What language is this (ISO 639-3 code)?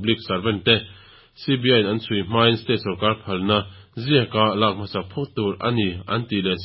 lus